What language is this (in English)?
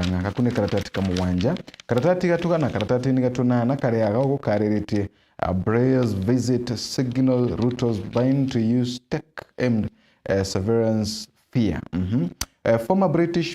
Meru